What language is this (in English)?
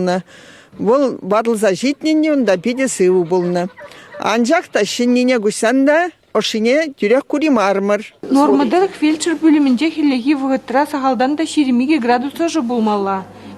Chuvash